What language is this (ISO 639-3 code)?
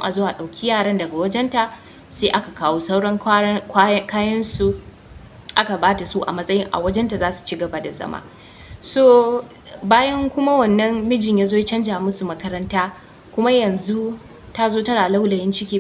hau